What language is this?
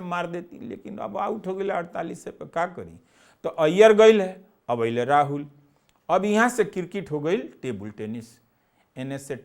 Bhojpuri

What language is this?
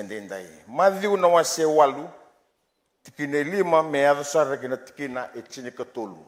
Fijian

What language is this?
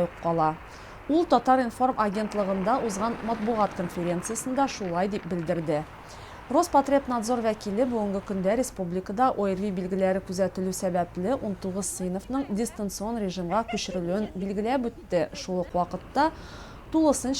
Tatar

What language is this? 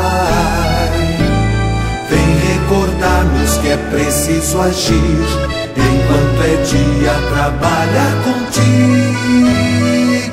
Portuguese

